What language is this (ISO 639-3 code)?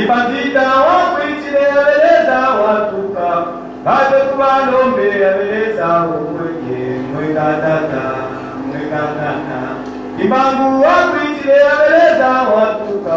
swa